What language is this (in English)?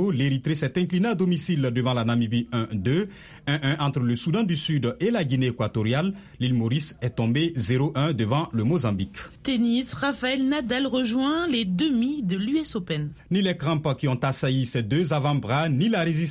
French